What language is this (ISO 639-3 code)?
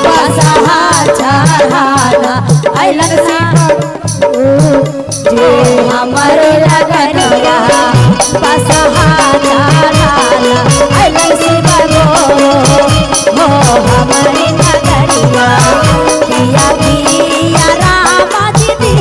mag